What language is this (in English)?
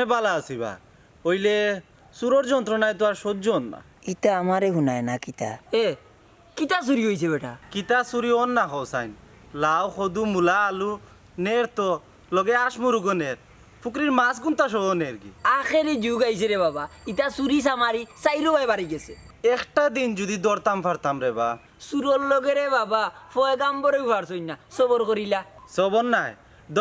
Sylheti